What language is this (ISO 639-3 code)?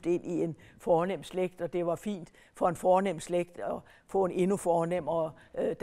dan